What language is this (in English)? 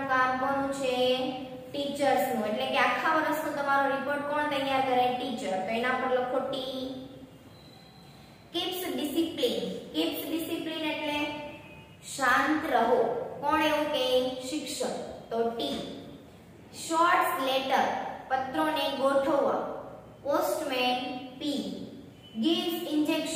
Gujarati